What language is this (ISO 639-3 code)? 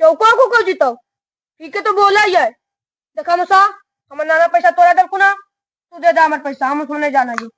mag